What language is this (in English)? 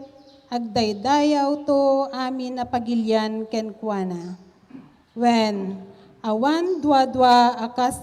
Iloko